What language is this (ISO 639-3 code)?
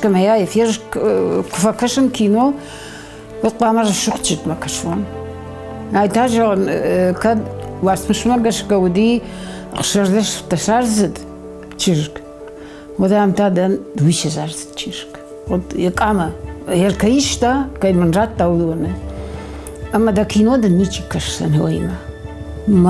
oss